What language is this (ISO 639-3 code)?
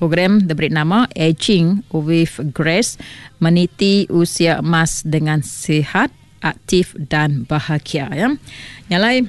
iba